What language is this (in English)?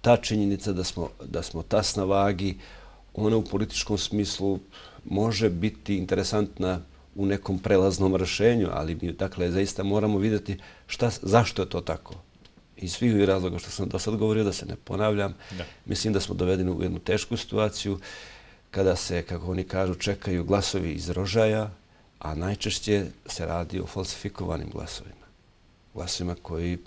Croatian